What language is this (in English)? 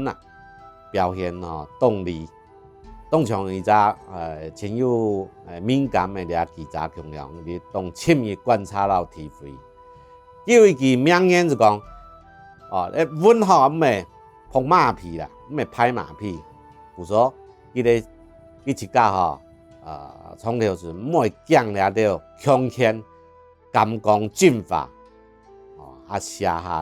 Hakka Chinese